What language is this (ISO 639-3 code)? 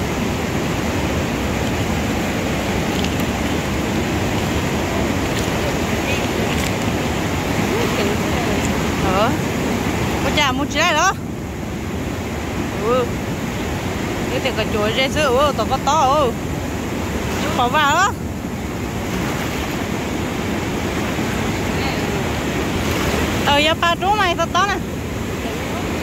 vie